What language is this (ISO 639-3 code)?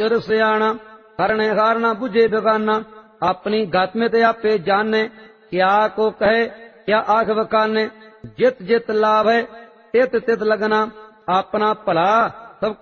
pan